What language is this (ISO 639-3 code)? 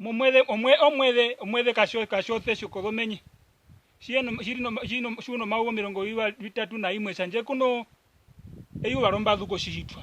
her